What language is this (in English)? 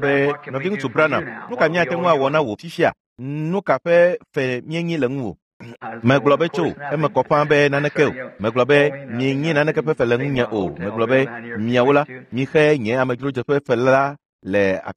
Ewe